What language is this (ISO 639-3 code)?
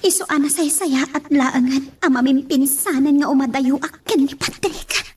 ilo